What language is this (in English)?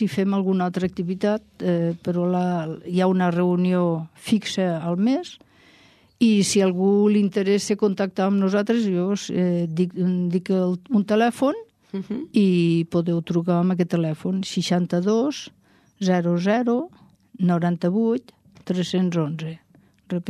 Catalan